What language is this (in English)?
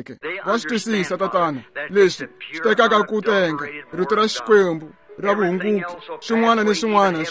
Tsonga